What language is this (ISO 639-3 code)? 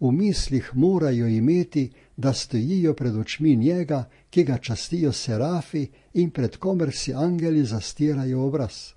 slv